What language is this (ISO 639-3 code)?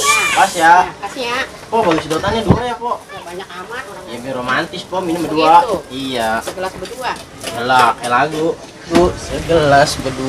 bew